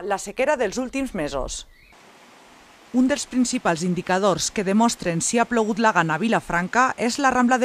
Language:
Catalan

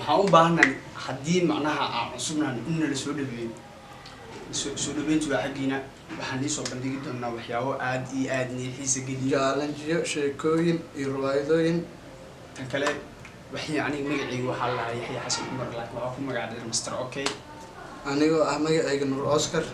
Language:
Somali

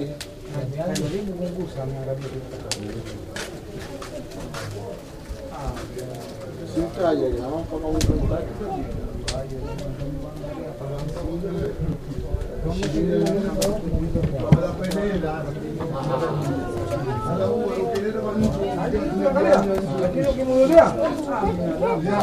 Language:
Swahili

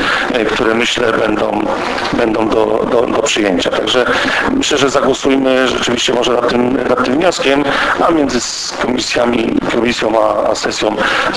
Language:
Polish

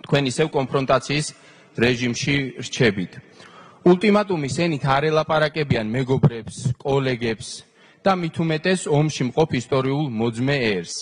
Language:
Georgian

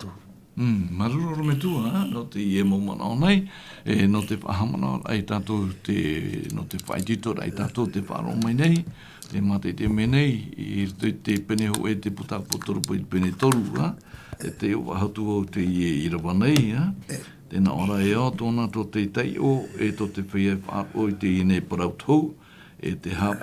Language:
Tahitian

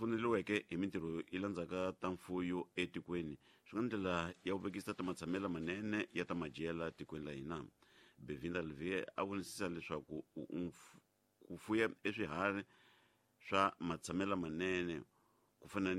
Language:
Tsonga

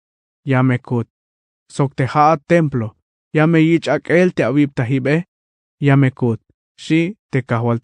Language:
Tzeltal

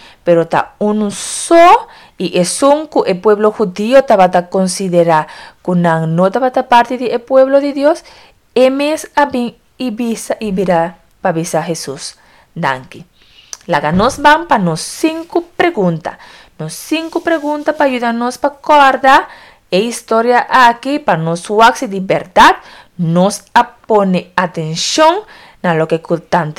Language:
Papiamento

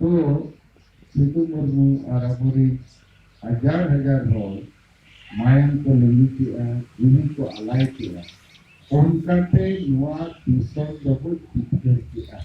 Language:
Santali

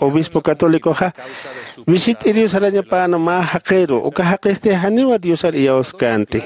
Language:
Aymara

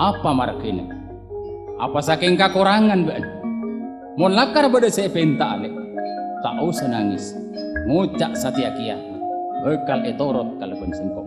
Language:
Madurese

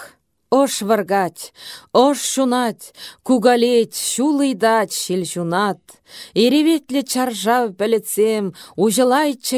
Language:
Chuvash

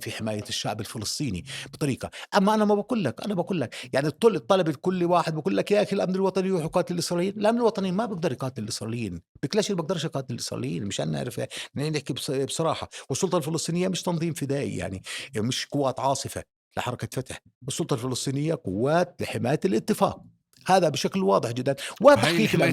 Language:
North Levantine Arabic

